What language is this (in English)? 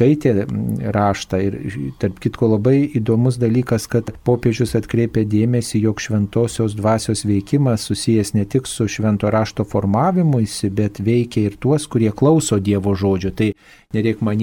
Lithuanian